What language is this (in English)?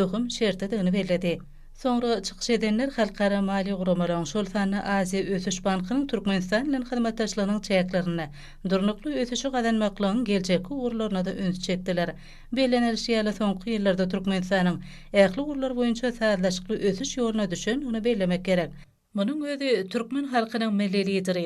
Turkmen